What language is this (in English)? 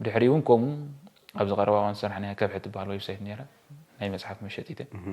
Tigrinya